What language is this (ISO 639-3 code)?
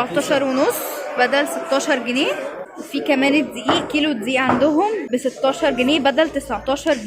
arz